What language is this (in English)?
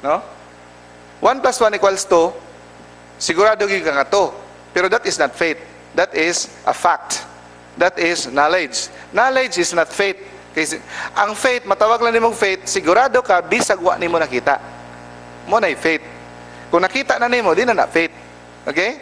Cebuano